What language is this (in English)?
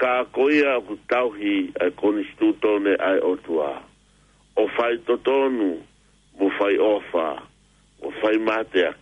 Tongan